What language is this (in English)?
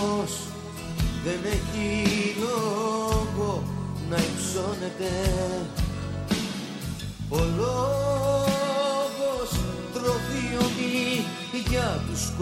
Greek